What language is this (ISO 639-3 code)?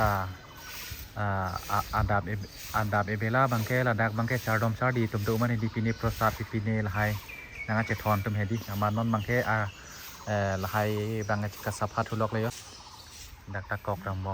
mjw